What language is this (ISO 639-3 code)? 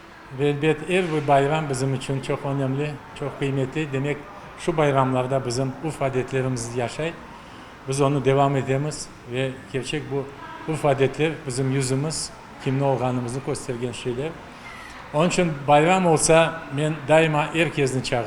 crh